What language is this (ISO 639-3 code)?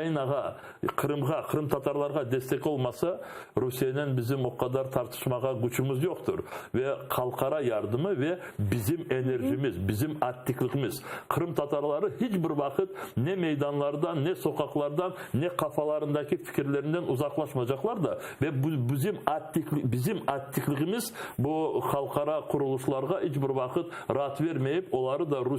crh